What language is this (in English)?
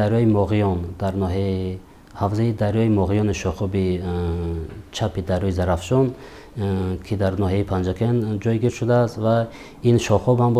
Tajik